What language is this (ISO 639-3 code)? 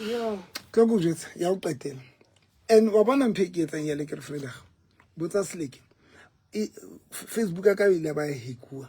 sot